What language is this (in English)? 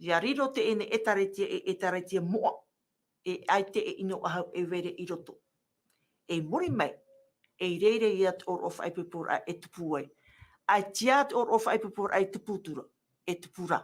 Tahitian